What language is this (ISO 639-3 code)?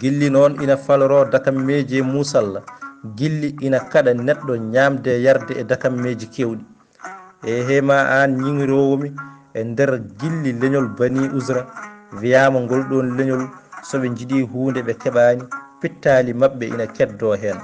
ful